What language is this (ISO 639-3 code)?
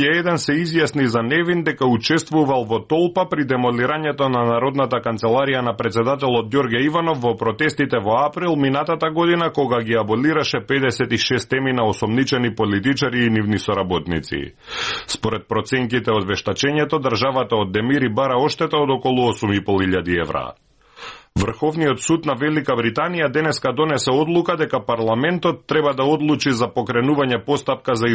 mkd